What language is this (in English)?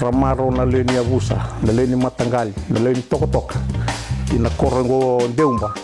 Fijian